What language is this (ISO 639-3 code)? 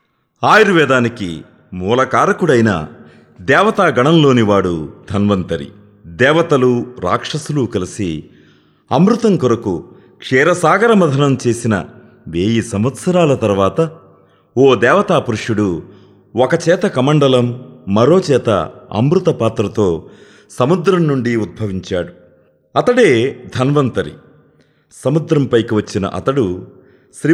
tel